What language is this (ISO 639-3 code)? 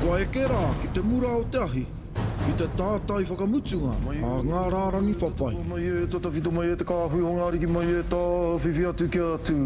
mri